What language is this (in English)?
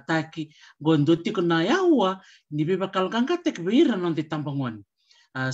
Fijian